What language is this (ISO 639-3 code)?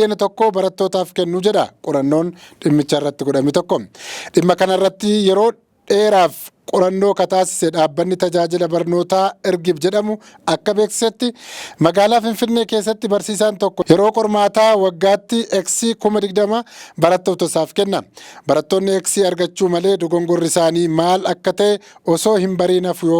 orm